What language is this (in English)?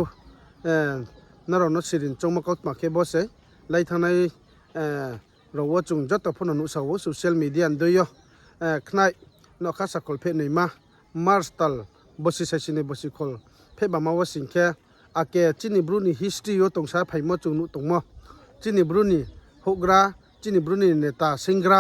Riang (India)